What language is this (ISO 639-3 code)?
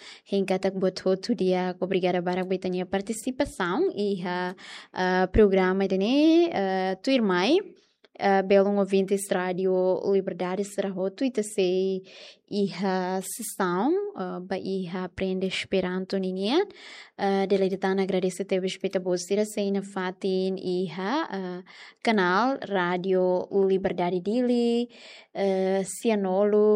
tet